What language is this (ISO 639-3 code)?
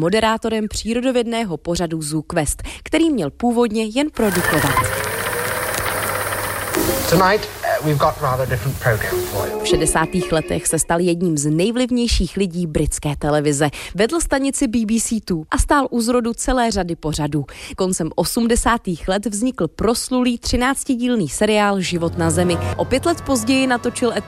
ces